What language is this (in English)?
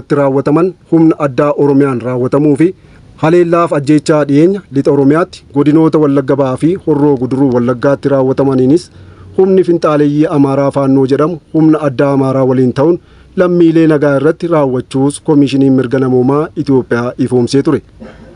Oromo